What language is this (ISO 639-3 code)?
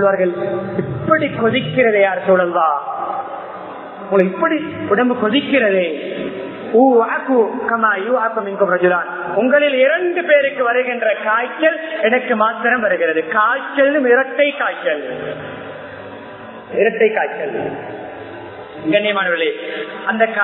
tam